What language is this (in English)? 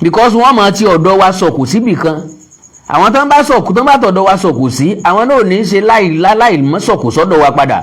Yoruba